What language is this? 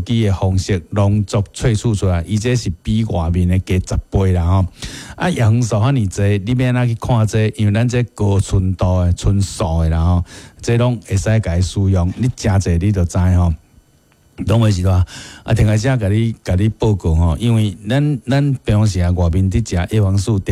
Min Nan Chinese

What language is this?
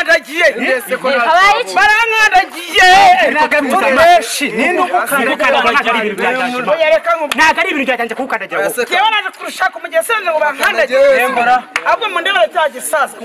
Kinyarwanda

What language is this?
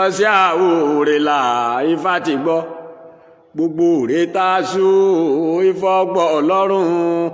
Yoruba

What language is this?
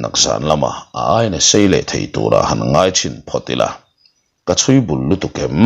Mizo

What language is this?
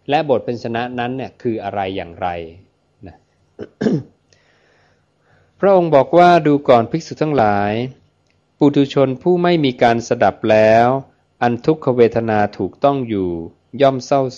Thai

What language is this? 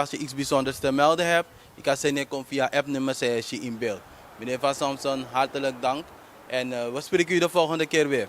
Sranan Tongo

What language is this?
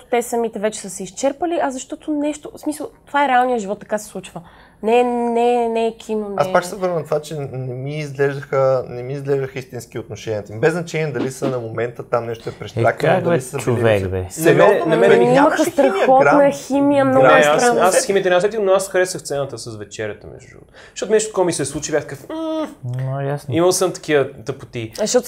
Bulgarian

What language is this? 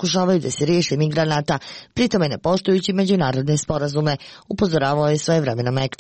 Croatian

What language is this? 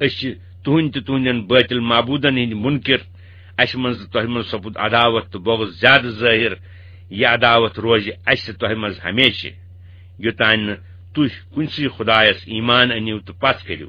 Kashmiri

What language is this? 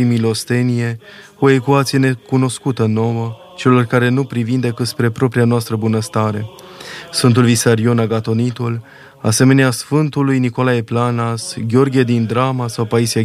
Romanian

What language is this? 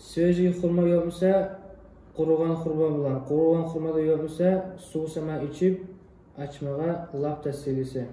Kumyk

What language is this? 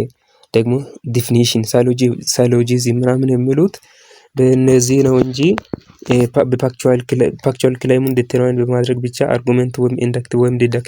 Amharic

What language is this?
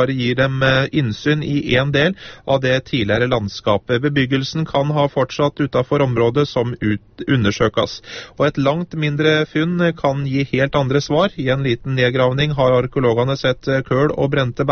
Norwegian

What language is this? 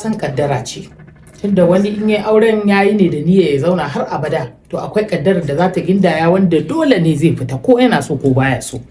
Hausa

